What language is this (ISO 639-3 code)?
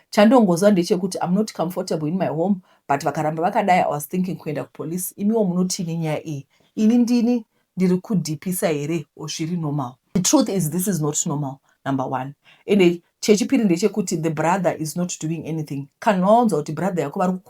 sna